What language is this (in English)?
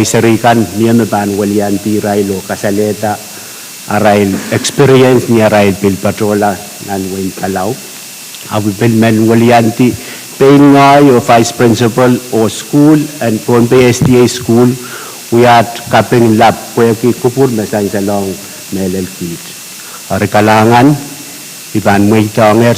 Pohnpeian